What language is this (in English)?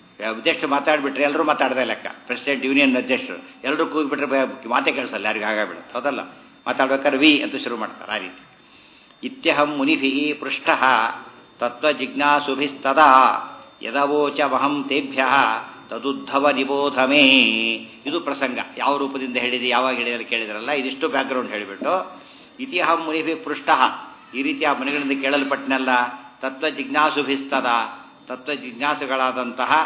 Kannada